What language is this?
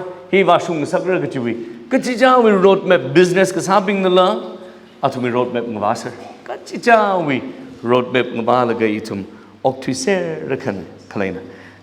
Tangkhul Naga (India)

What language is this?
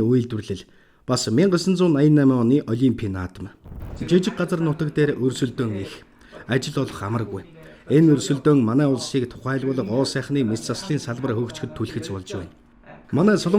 Mongolian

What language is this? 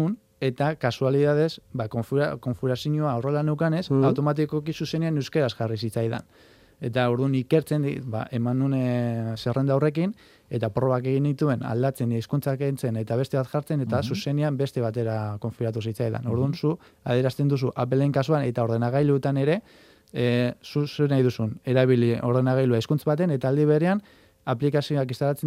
Basque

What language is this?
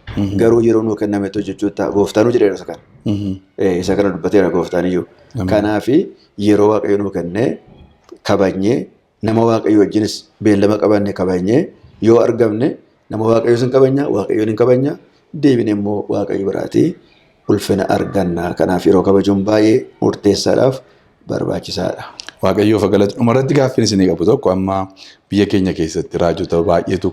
Oromo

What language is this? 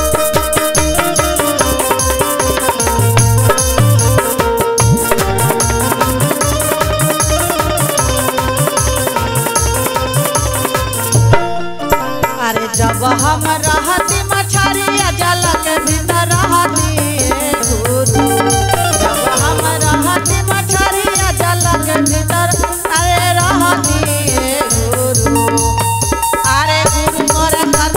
Bhojpuri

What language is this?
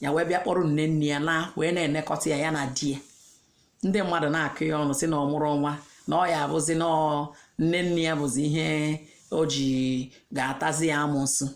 Igbo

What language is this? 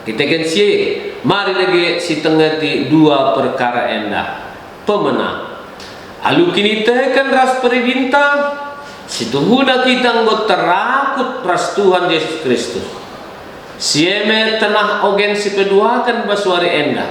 Batak Karo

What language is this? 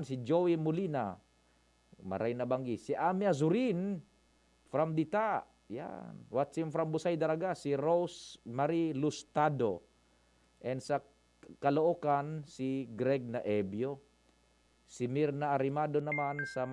Bikol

